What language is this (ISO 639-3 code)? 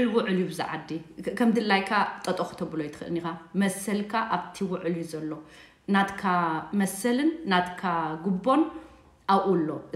tir